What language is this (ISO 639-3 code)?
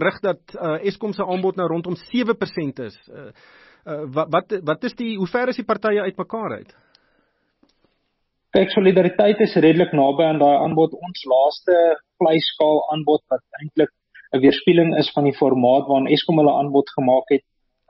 afr